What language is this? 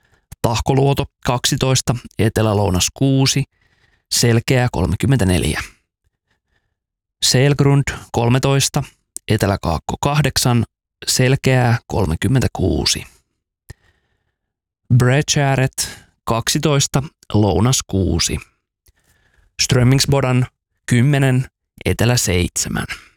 Finnish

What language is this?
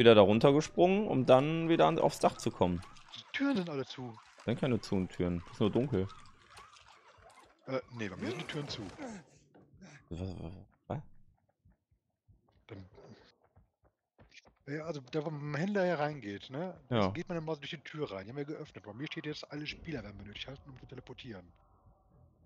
German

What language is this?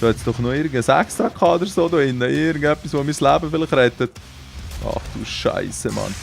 Swiss German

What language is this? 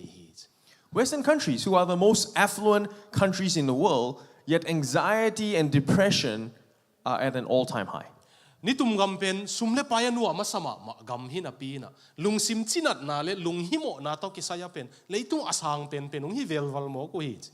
Tedim Chin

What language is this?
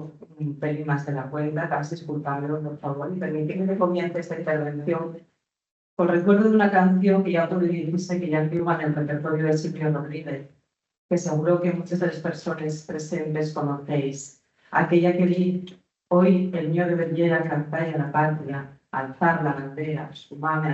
Asturian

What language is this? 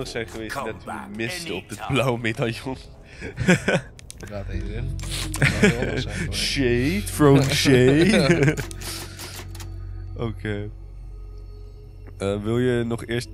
Dutch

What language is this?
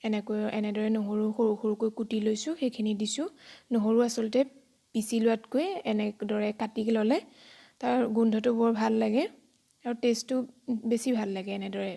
Assamese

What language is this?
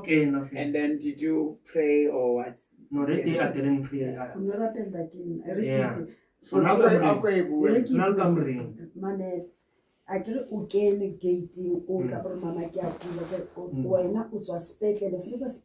Southern Sotho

